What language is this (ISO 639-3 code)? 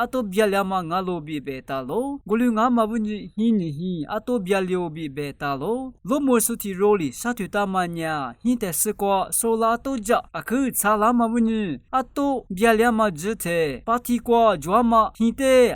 lis